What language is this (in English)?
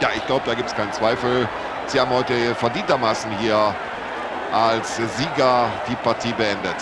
Bavarian